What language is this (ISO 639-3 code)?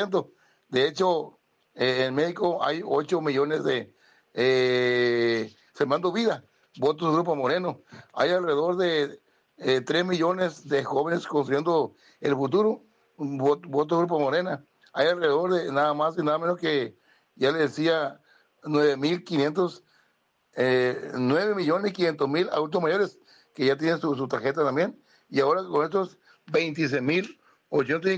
spa